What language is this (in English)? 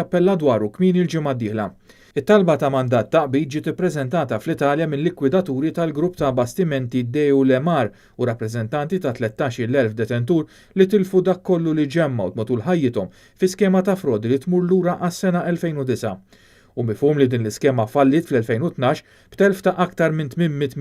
Maltese